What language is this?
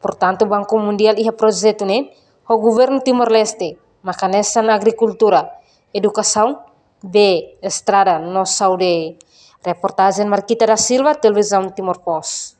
Tetum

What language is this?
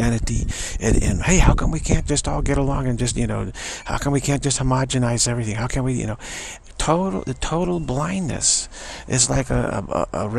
English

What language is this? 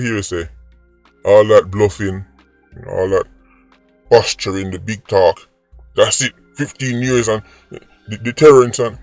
Jamaican Creole English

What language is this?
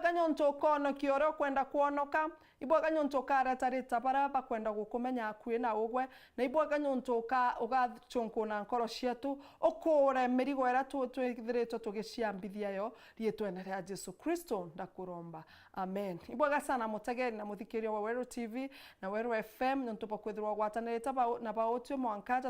Meru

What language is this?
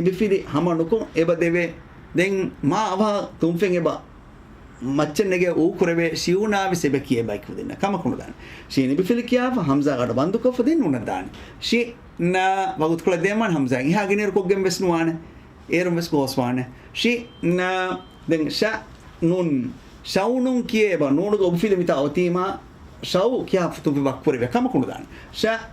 Divehi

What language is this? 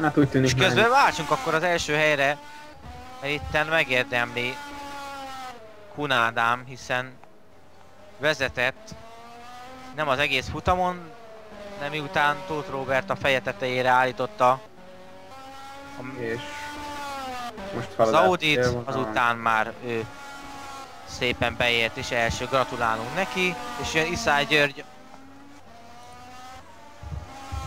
Hungarian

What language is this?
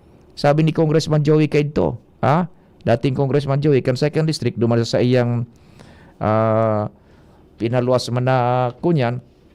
Bikol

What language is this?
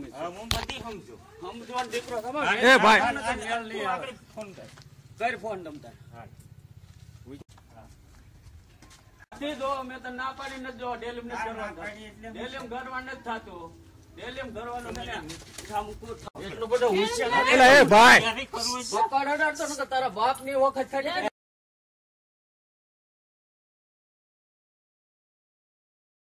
Gujarati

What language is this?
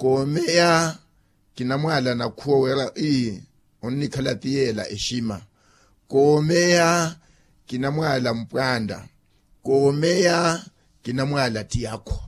Makhuwa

